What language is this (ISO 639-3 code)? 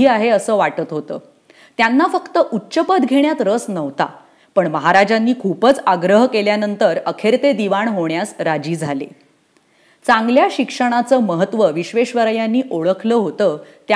mar